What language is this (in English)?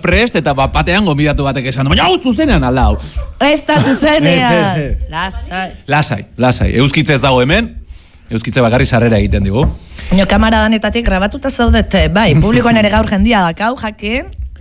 Basque